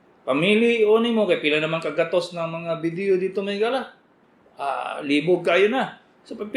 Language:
Cebuano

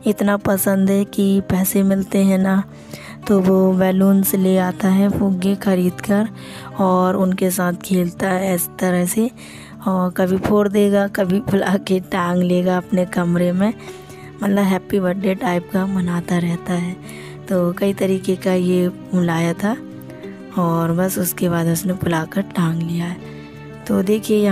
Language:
Hindi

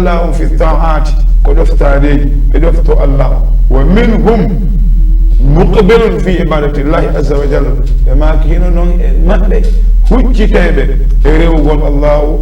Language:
Fula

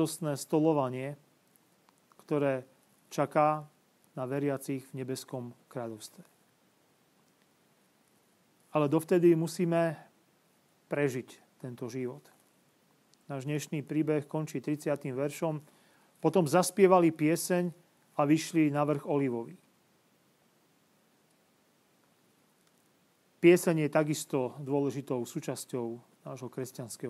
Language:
Slovak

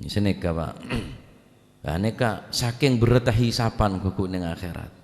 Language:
Madurese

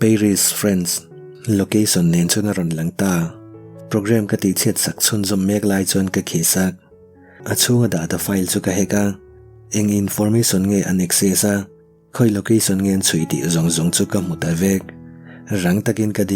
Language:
Mizo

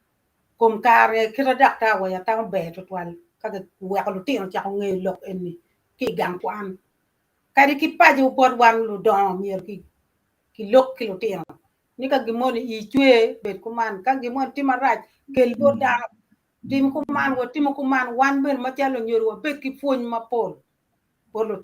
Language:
Acoli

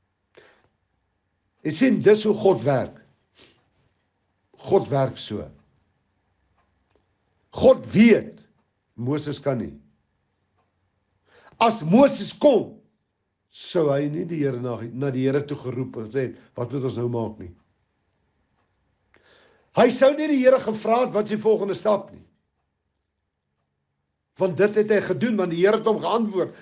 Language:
Afrikaans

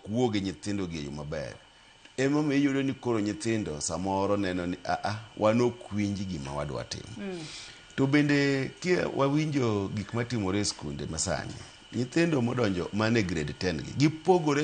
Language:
Luo (Kenya and Tanzania)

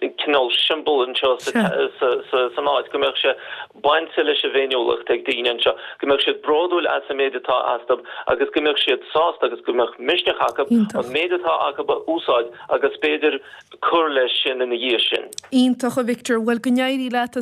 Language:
Irish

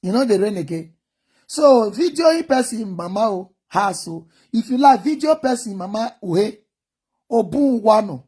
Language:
Nigerian Pidgin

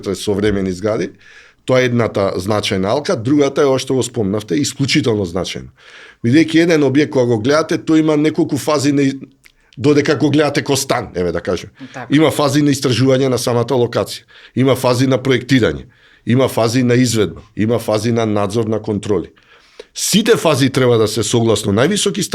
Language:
Macedonian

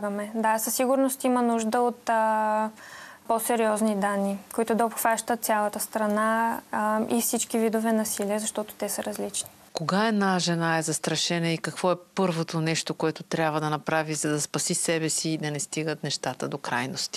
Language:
Bulgarian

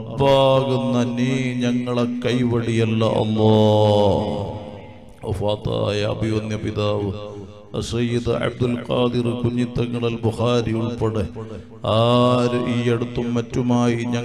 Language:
Malayalam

